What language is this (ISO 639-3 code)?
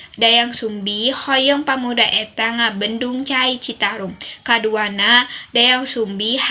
sun